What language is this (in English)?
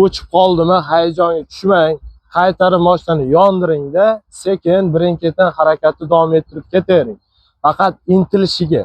Uzbek